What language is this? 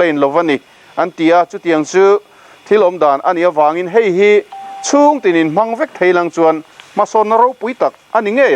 Mizo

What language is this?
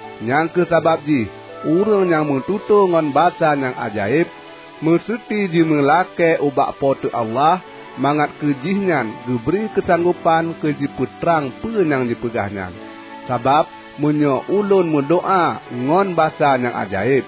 Achinese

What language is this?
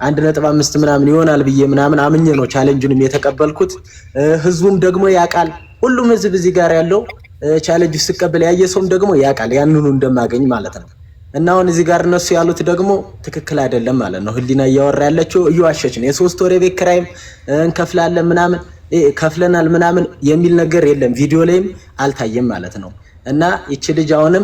Amharic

